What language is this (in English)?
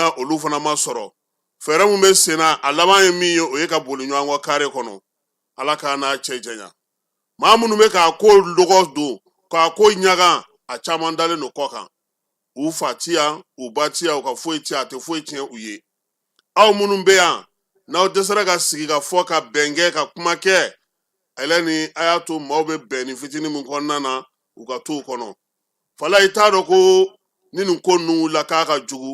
Bambara